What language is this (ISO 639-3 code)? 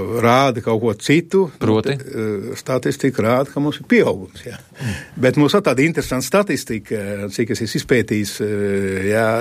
lav